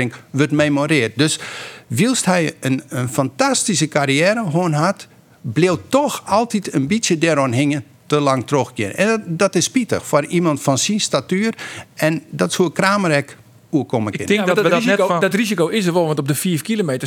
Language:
Western Frisian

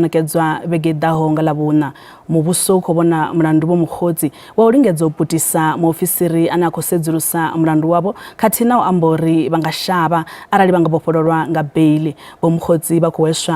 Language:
Venda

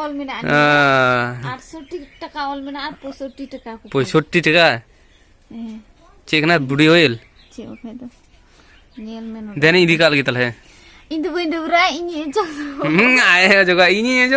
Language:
Santali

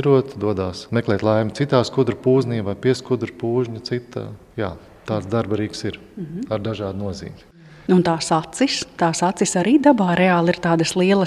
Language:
Latvian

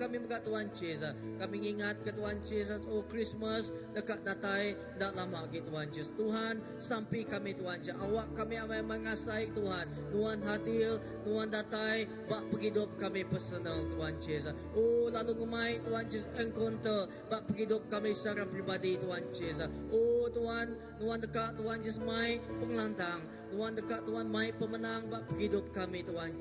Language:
Iban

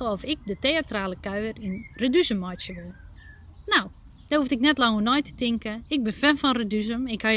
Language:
Western Frisian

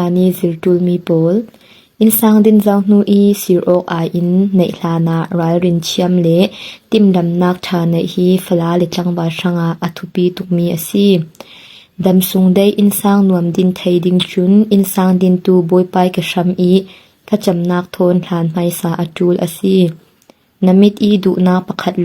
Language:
Falam Chin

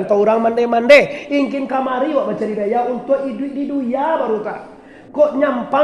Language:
Minangkabau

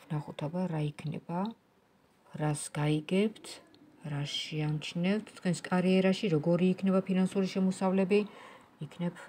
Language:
Georgian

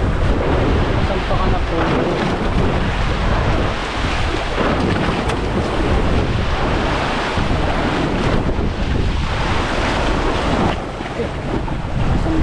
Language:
Filipino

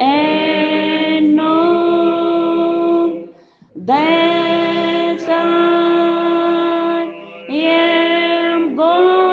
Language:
Venda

